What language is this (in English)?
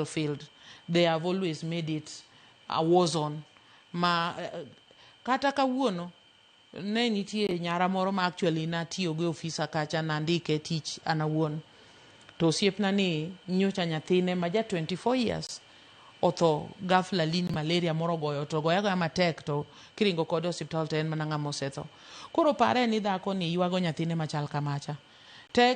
Luo (Kenya and Tanzania)